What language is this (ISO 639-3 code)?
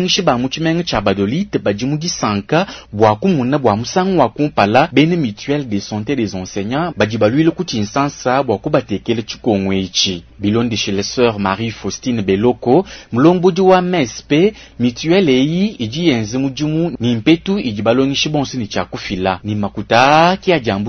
lua